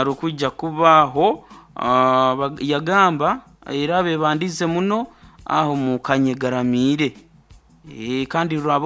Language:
Nyoro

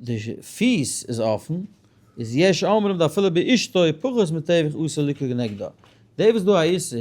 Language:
Yiddish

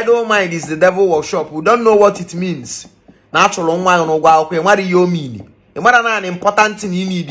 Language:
Igbo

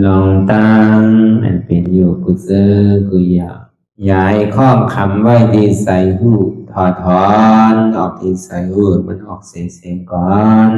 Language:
Shan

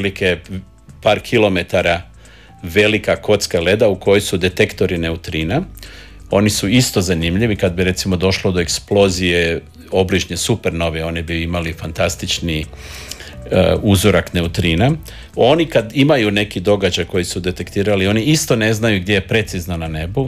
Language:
Croatian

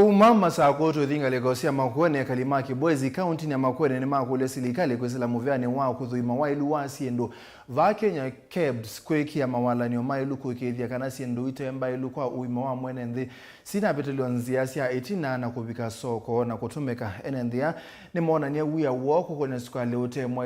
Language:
Kamba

